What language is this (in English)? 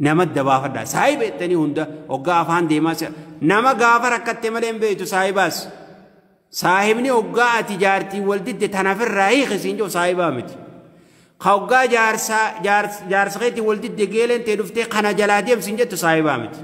Oromo